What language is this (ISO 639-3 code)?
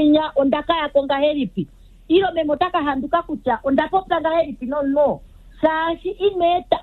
kua